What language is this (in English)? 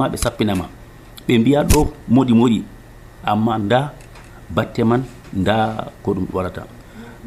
Nigerian Fulfulde